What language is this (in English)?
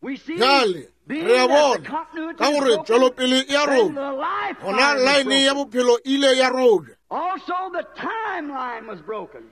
Northern Sotho